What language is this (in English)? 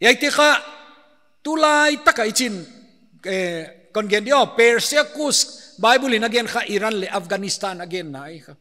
Paite Chin